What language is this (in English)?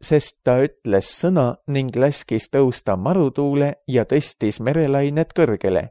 Estonian